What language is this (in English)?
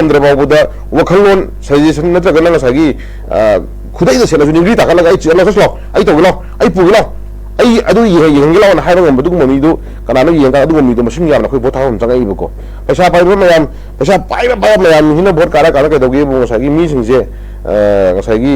Manipuri